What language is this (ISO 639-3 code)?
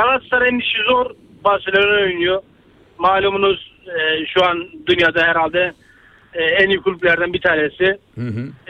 tur